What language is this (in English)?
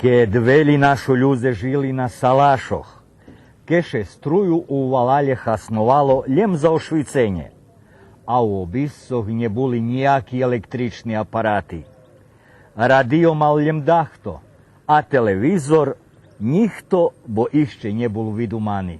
Rusyn